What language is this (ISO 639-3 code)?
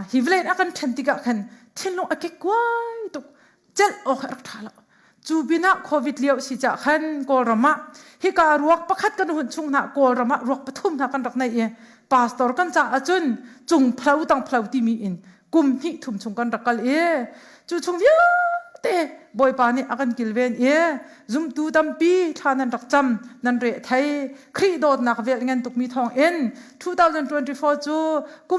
cnh